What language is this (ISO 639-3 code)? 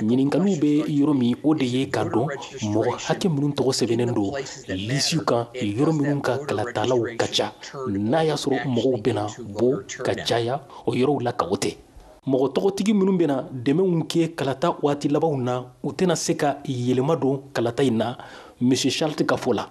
bam